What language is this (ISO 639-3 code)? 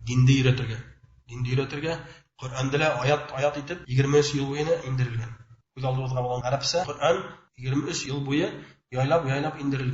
bak